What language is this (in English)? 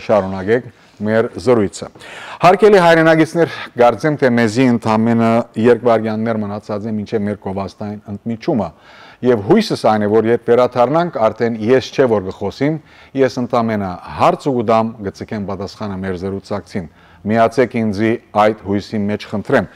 Western Armenian